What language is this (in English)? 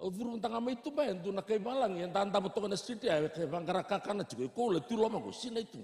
Fijian